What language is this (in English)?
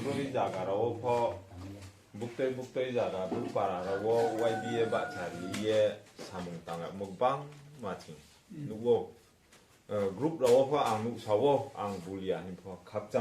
Riang (India)